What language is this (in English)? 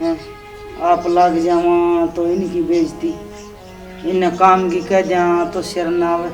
Haryanvi